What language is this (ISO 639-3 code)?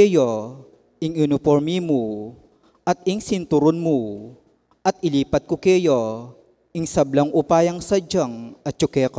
pam